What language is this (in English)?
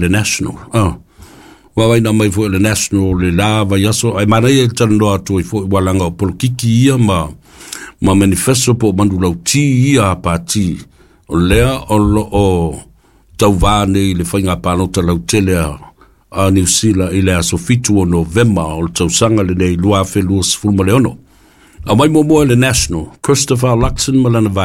Samoan